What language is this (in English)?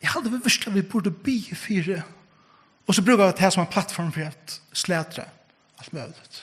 Faroese